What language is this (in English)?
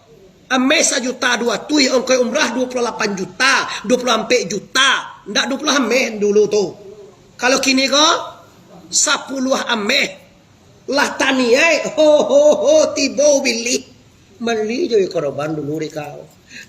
Minangkabau